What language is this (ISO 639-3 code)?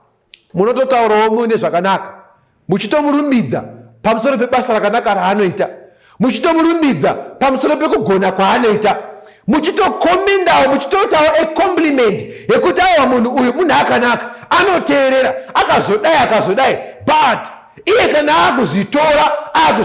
sna